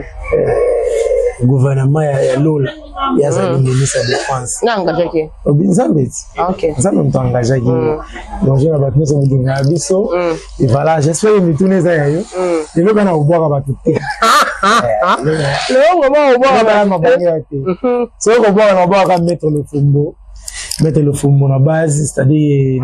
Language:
Lingala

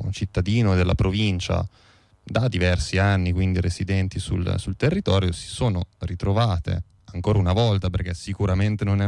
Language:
Italian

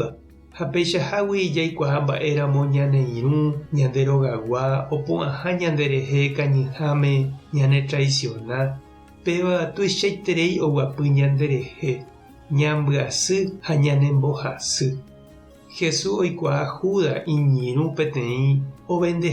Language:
Guarani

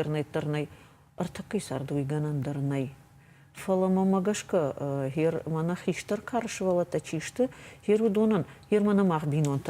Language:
Ossetic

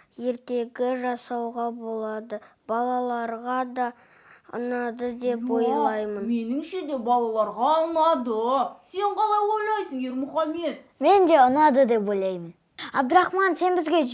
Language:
Kazakh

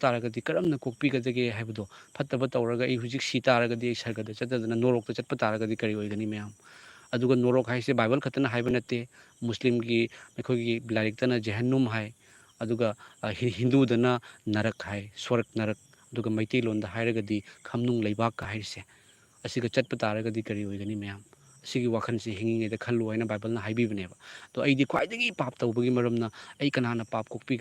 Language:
Manipuri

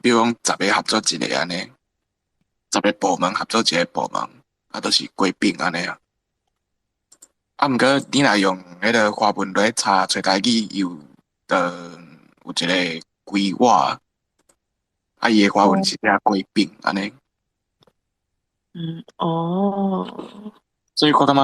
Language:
Min Nan Chinese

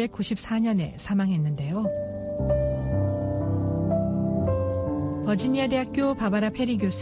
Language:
Korean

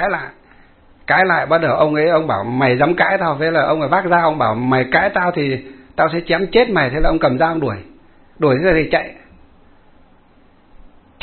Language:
Vietnamese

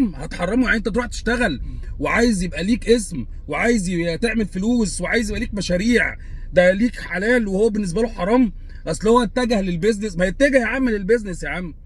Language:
Egyptian Arabic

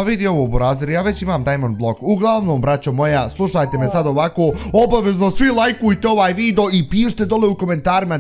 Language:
Bosnian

